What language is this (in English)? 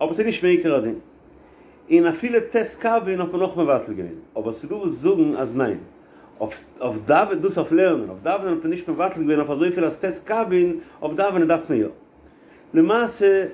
Yiddish